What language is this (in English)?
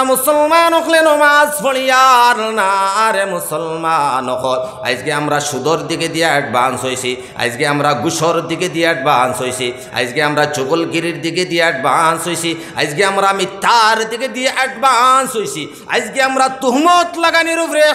Sylheti